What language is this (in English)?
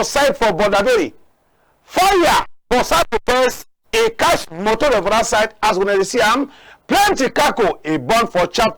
Cameroon Pidgin